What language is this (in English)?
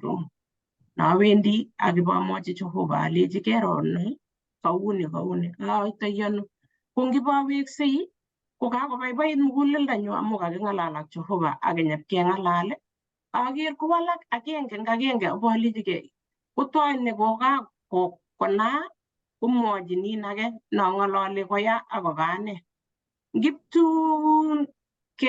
Kalenjin